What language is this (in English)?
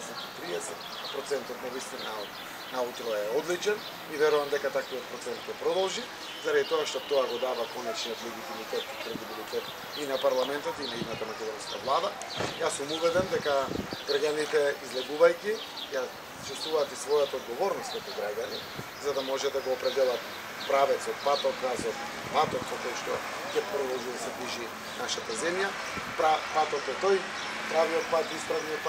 Macedonian